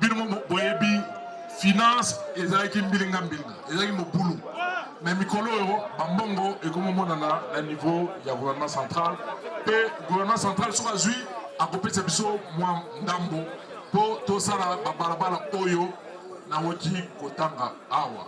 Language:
Lingala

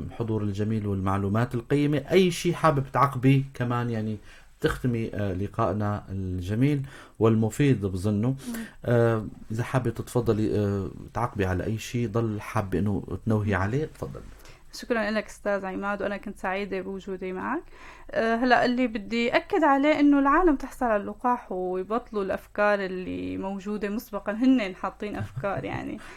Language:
North Levantine Arabic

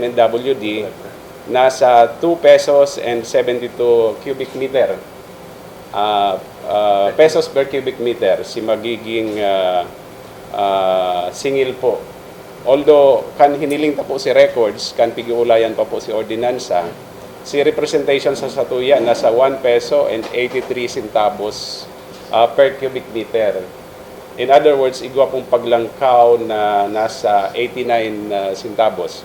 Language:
Bikol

